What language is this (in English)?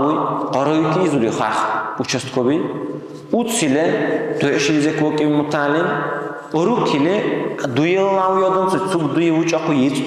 Dargwa